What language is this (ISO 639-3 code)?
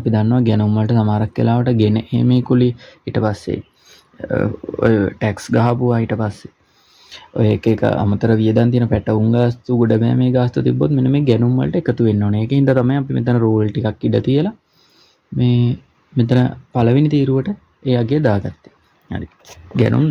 sin